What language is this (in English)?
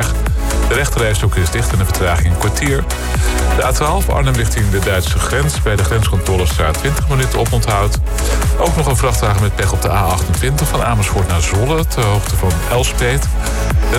Dutch